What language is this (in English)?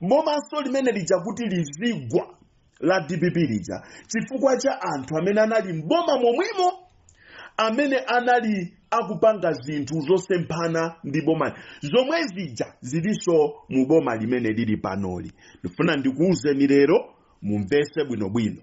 Nyanja